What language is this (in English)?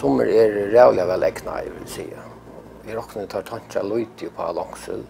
Faroese